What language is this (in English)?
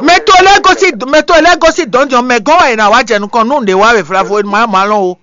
Fon